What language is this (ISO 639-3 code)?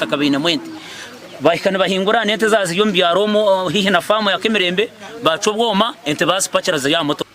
nyn